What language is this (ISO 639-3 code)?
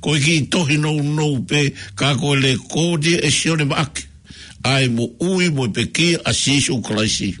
ton